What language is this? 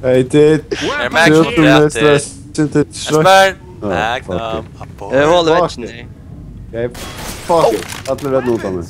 Faroese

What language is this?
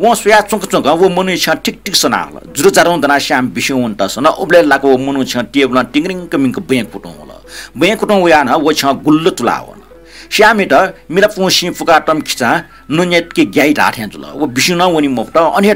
Newari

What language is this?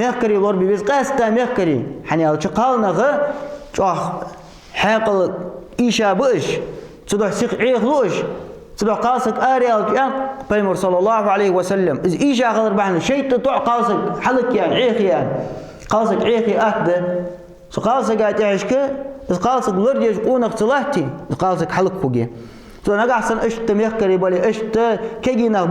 Ingush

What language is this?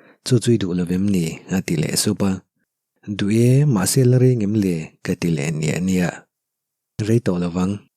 Mizo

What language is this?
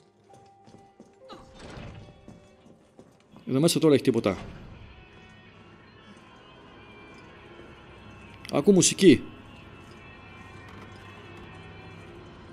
Greek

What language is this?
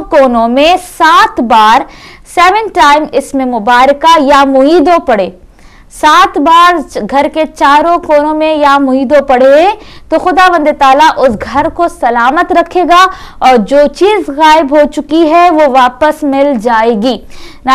Urdu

